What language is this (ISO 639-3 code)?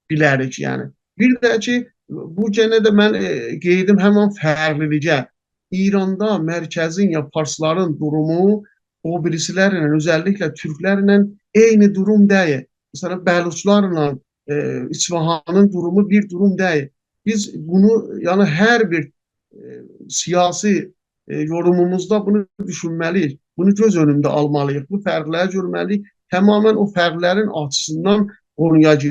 azb